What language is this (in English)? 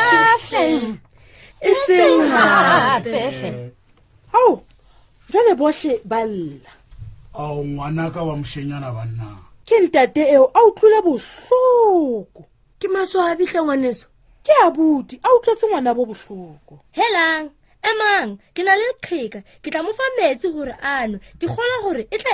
Southern Sotho